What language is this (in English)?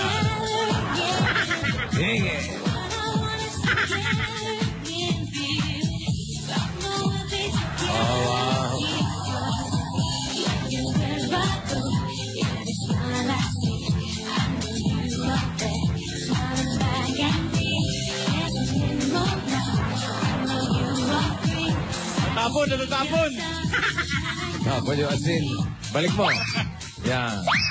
Filipino